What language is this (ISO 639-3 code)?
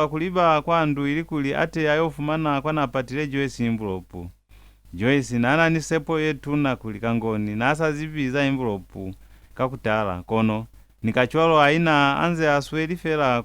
loz